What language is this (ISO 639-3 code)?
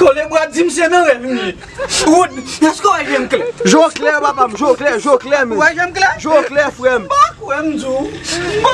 hat